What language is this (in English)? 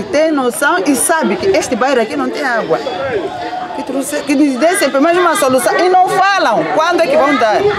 Portuguese